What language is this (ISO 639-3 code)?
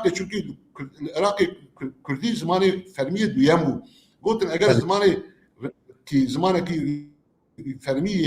kur